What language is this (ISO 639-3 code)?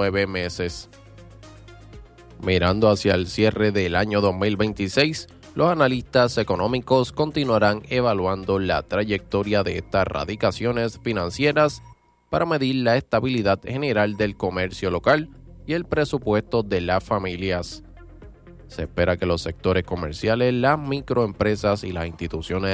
spa